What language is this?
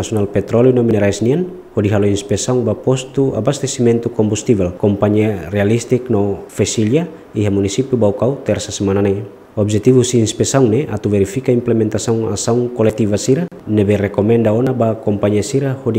Tetum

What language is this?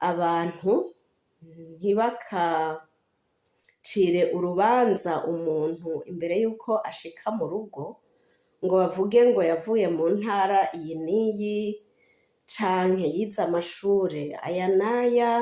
Rundi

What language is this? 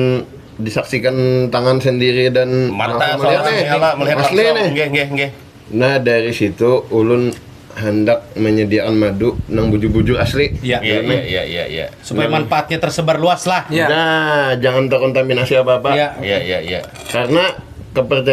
Banjar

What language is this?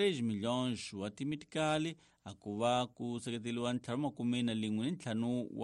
Tsonga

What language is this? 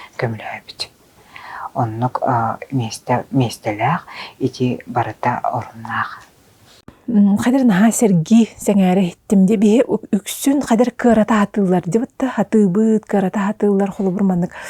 Yakut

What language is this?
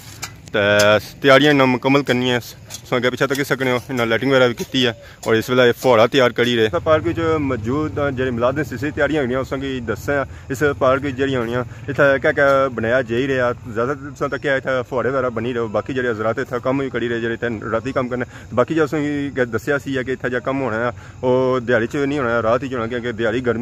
Pahari-Potwari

